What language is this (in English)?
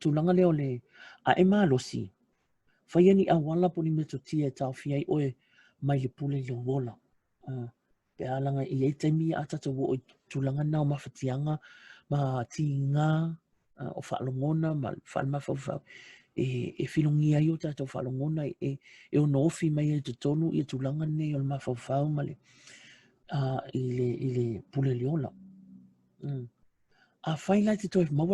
Samoan